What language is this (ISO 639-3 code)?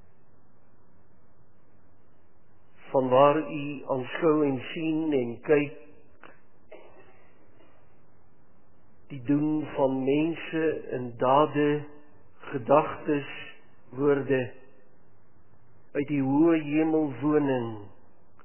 afr